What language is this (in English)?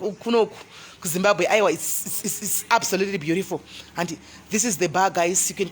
Shona